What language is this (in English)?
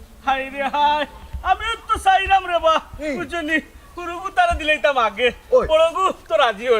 Sylheti